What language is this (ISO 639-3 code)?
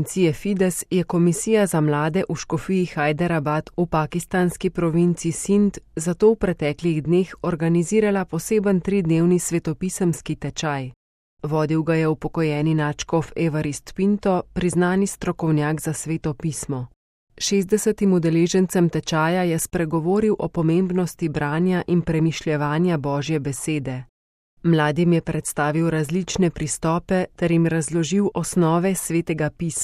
slv